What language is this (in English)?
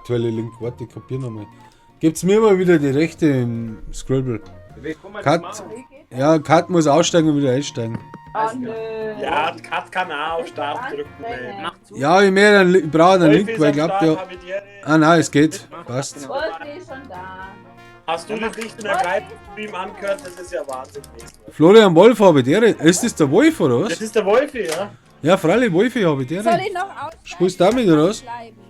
Bavarian